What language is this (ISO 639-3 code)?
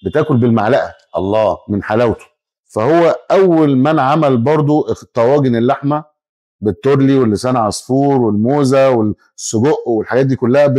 arz